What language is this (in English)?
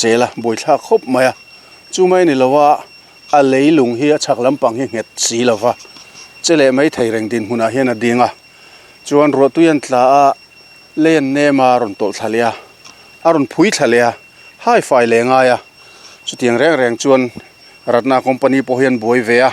Mizo